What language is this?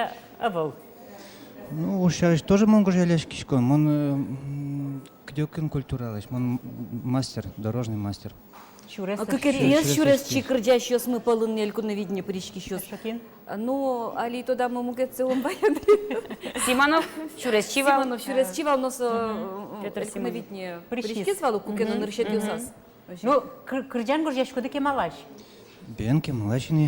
Udmurt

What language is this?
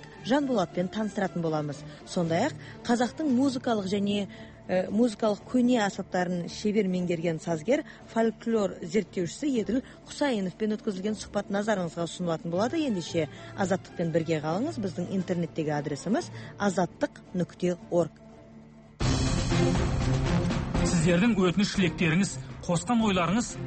Kazakh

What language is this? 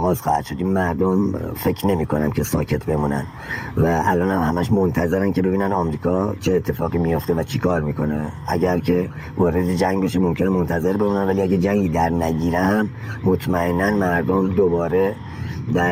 Persian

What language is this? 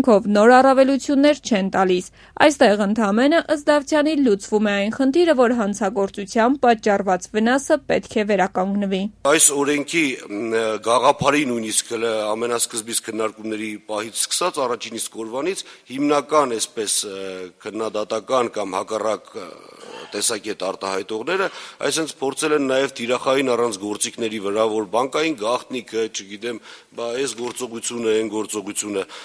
Armenian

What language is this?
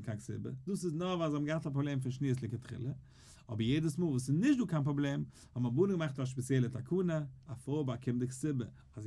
Yiddish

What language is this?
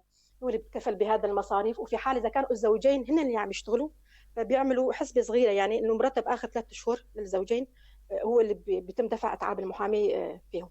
North Levantine Arabic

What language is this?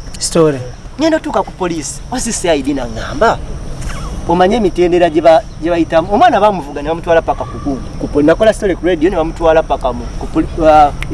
Ganda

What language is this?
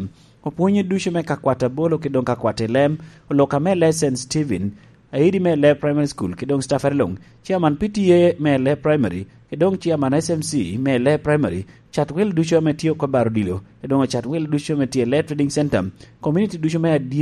Lango (Uganda)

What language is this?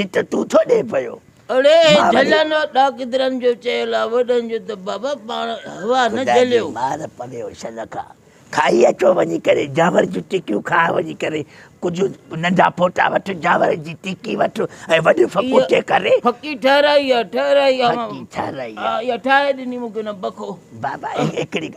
Sindhi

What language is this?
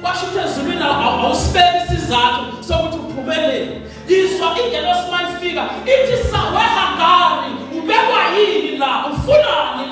Zulu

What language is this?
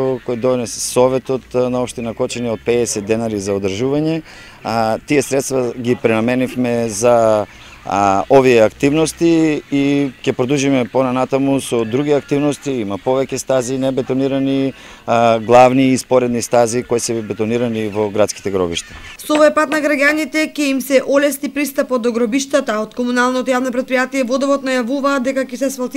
Macedonian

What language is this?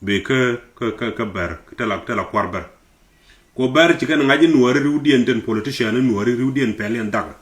Nuer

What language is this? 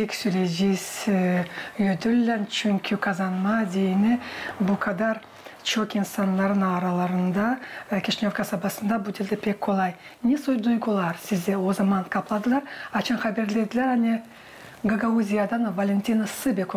Gagauz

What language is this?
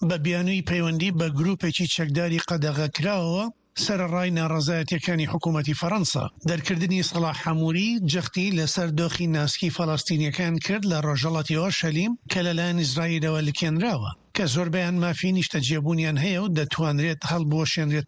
Central Kurdish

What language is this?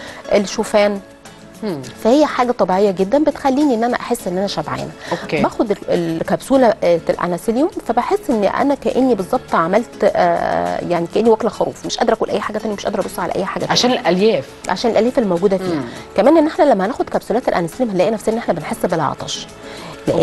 Egyptian Arabic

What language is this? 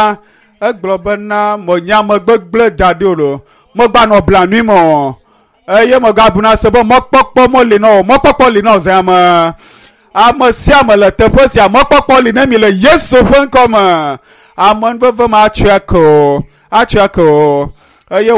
Ewe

